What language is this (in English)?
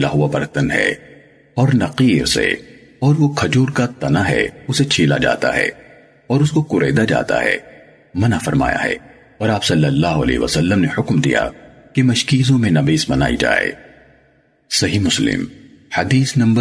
Urdu